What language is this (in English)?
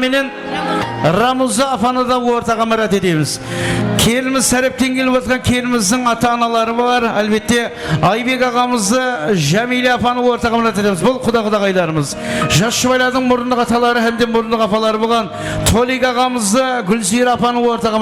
Kara-Kalpak